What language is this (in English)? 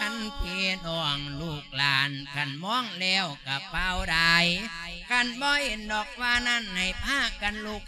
Lao